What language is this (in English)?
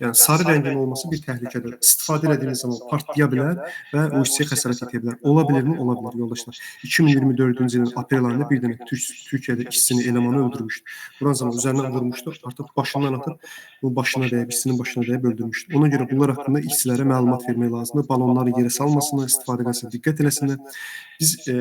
Azerbaijani